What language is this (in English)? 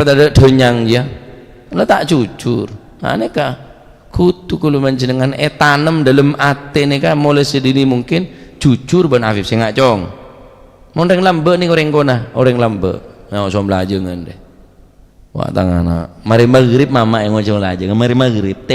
Madurese